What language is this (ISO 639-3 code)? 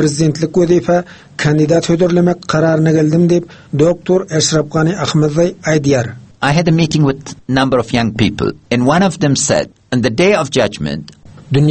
tuk